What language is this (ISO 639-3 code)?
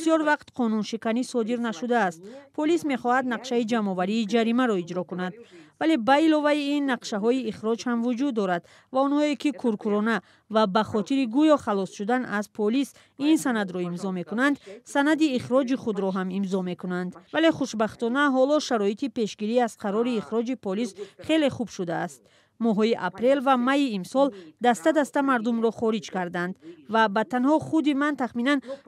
tgk